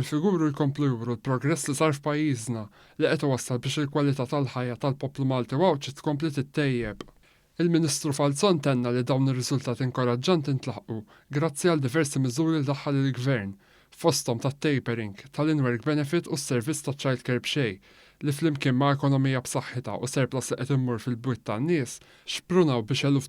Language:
Maltese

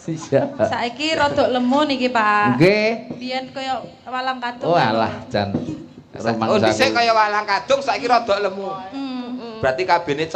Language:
Javanese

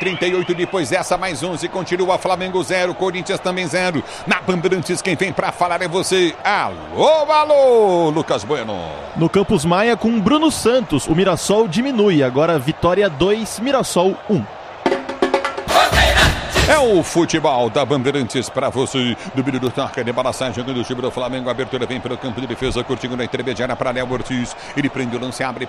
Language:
Portuguese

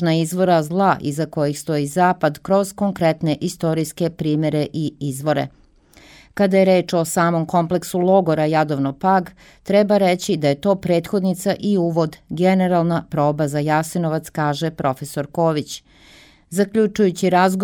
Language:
Serbian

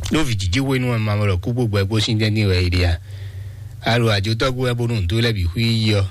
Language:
Fon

